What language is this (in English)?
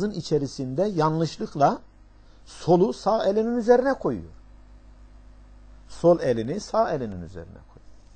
Turkish